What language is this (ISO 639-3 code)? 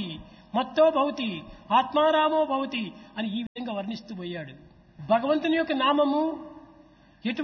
tel